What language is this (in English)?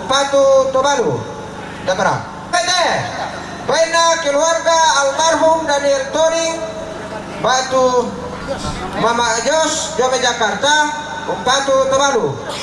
Toraja-Sa'dan